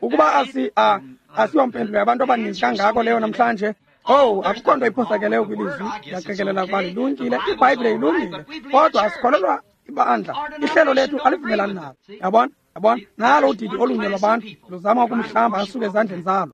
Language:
Xhosa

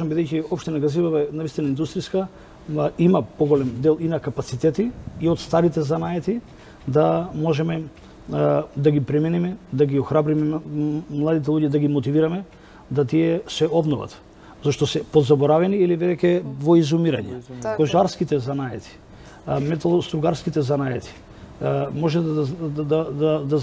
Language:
Macedonian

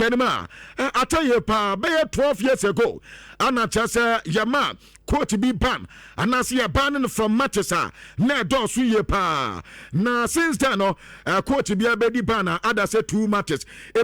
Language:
Akan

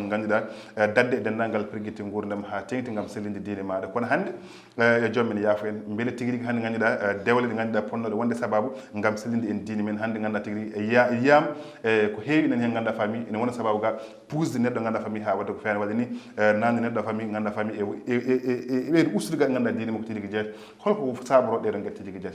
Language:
Fula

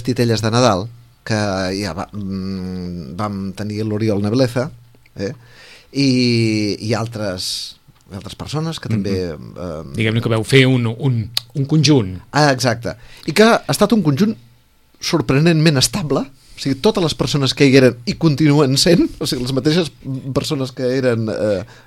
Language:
Catalan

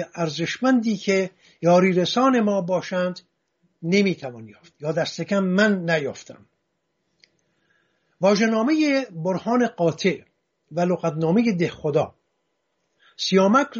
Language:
Persian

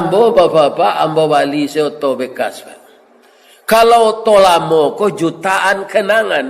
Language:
Minangkabau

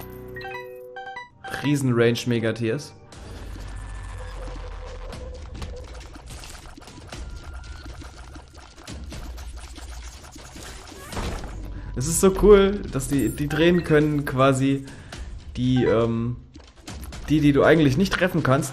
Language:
German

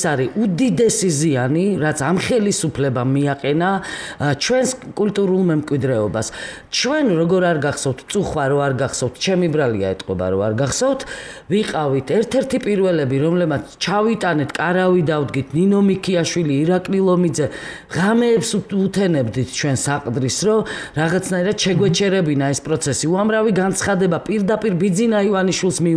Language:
Georgian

